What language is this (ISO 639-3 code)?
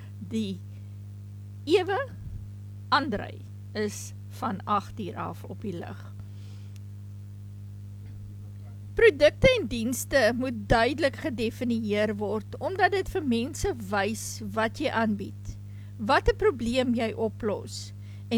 afr